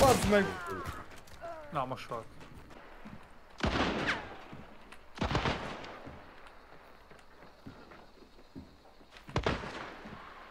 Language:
Hungarian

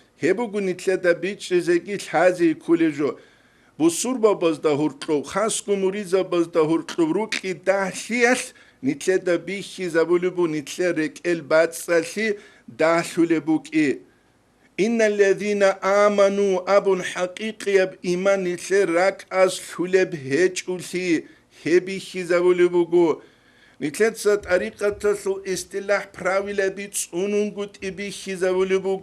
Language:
Avaric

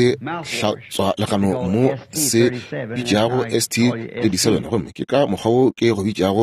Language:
Northern Sotho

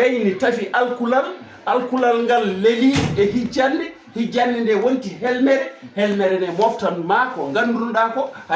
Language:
Fula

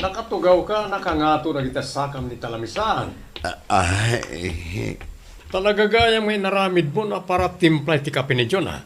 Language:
Iloko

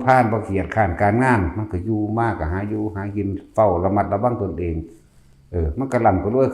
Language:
Lao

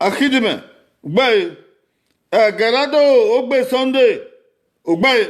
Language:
Bini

